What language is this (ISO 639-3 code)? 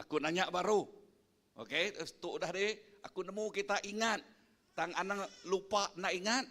iba